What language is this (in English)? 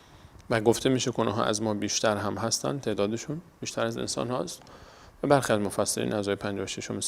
Persian